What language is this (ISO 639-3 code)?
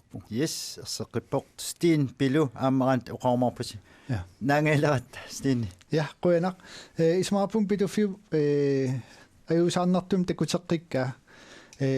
kal